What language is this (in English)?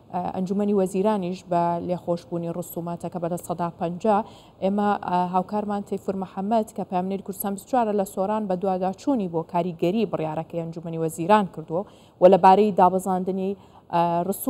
Central Kurdish